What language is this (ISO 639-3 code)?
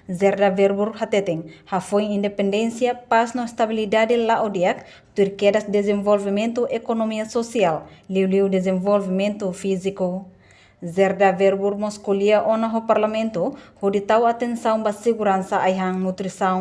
tet